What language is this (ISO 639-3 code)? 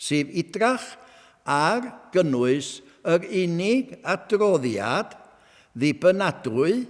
cym